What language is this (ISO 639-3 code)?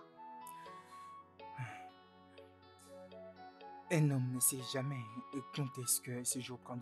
fra